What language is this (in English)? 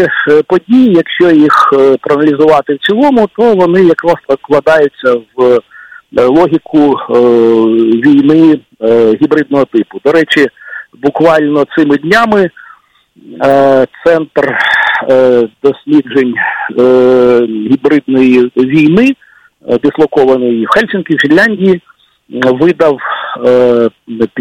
Ukrainian